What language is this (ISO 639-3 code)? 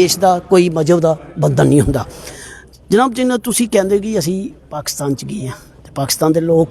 doi